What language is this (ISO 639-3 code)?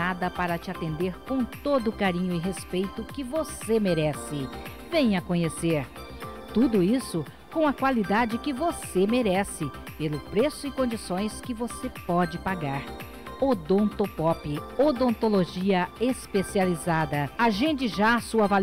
por